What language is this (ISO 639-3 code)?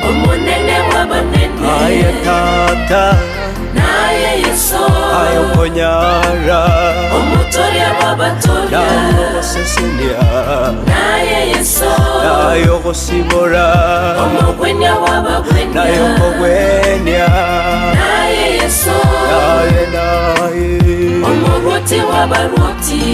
guz